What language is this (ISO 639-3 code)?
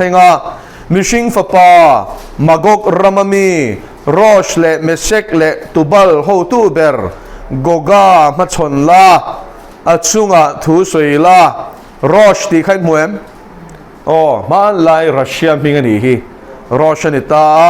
lus